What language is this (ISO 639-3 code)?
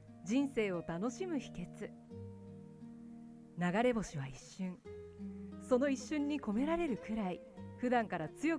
jpn